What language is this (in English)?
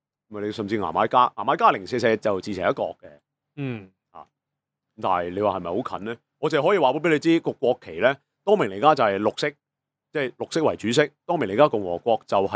Cantonese